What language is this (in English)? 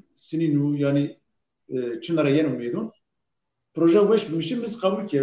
Zaza